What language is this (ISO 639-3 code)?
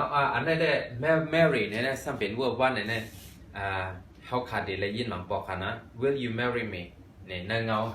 shn